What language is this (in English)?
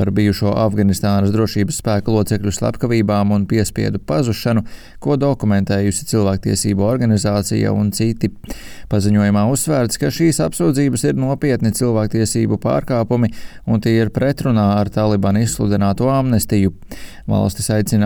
Latvian